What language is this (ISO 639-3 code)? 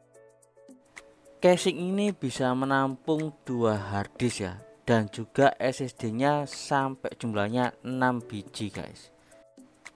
ind